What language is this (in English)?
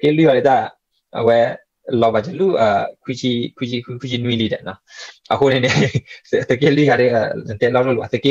S'gaw Karen